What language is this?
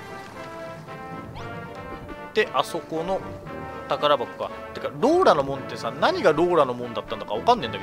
Japanese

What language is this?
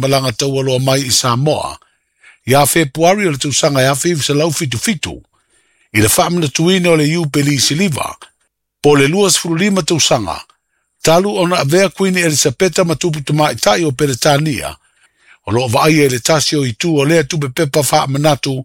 Samoan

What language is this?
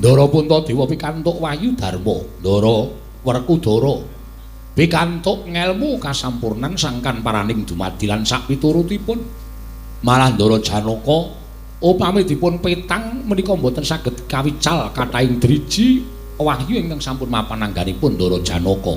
Javanese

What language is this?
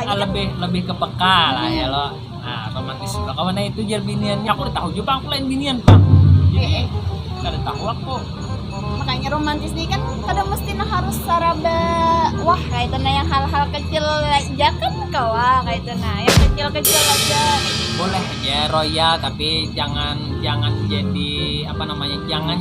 Banjar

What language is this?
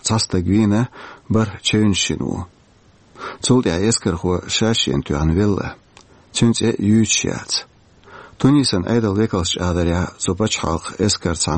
Chechen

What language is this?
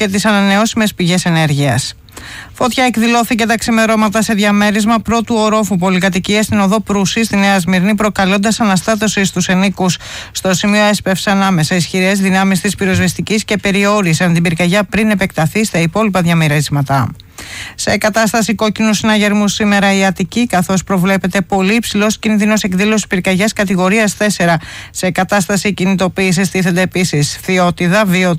Greek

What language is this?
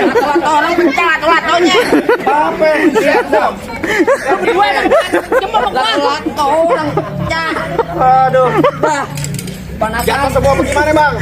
Betawi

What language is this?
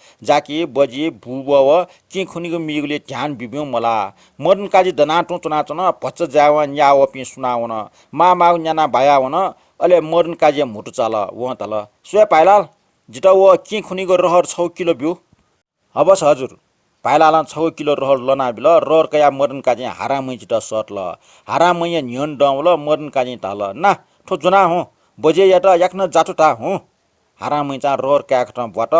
Newari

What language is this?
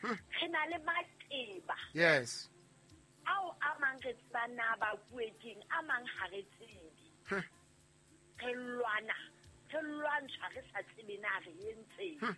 Southern Sotho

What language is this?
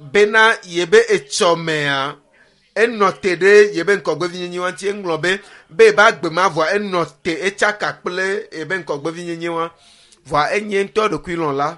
Ewe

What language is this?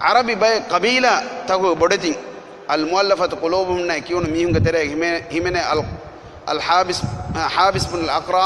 Divehi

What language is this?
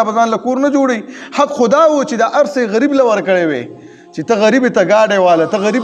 Pashto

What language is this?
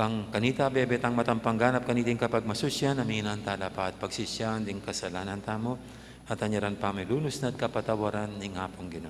Pampanga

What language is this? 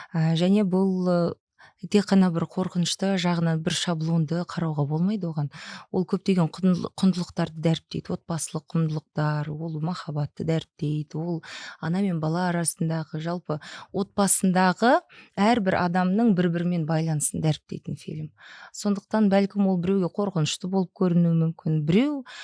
Kazakh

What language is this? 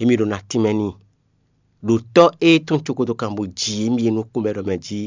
Fon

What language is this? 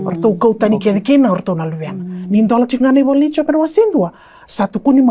Fijian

